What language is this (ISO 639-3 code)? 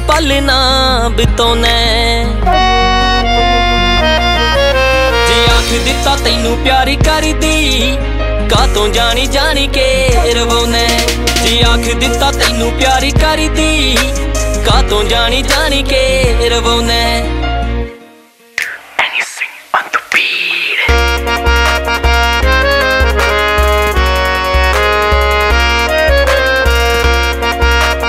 pan